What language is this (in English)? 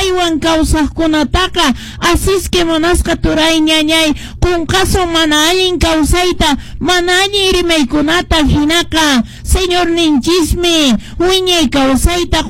Quechua